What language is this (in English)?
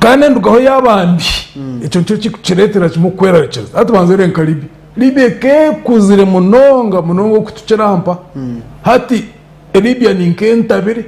Nyankole